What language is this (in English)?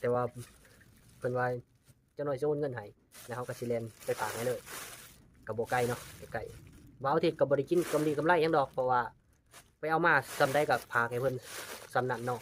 Lao